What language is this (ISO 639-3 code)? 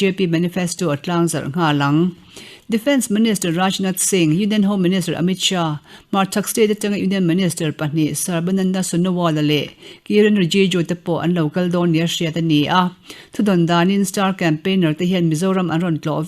lus